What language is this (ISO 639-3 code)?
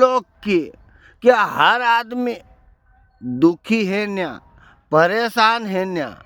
raj